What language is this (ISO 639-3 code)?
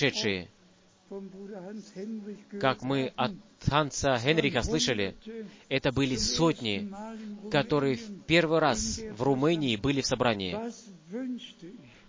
rus